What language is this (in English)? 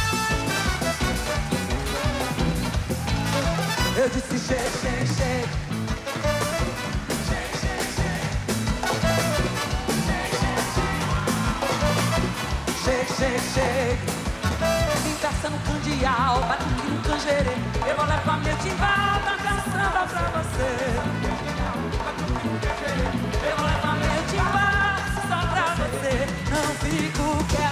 Portuguese